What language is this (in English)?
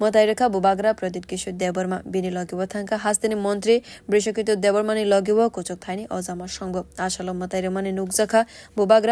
Kok Borok